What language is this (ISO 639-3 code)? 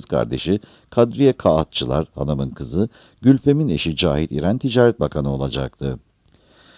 tur